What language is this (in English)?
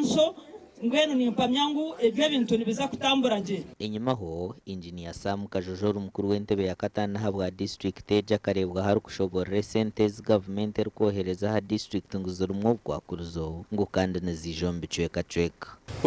Nyankole